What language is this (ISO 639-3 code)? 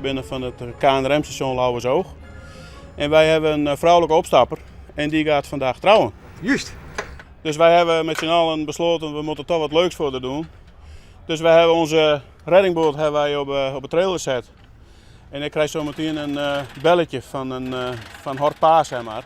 fry